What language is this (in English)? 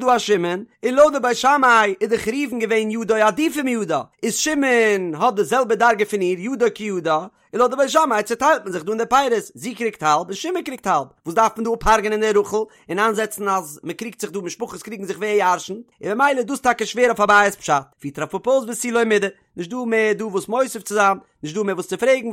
Yiddish